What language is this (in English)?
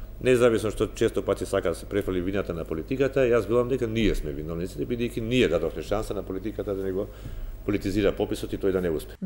Macedonian